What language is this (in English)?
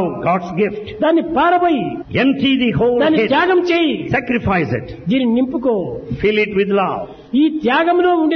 Telugu